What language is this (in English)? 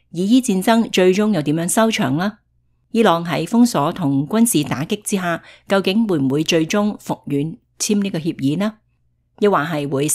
Cantonese